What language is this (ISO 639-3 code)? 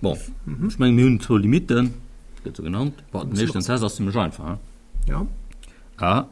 ltz